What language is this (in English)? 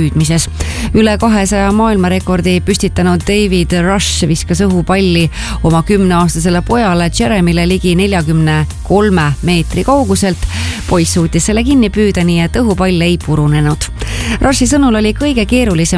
Estonian